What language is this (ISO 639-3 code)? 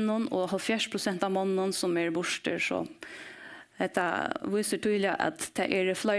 fao